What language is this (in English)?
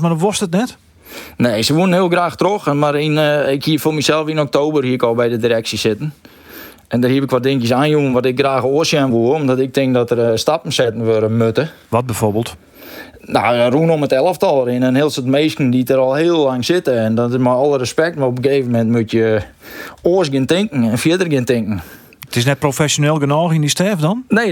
Western Frisian